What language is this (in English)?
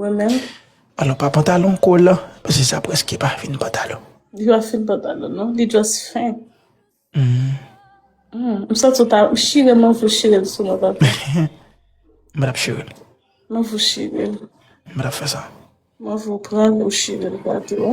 Haitian Creole